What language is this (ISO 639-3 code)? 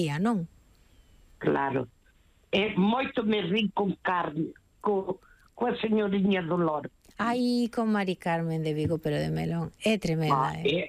glg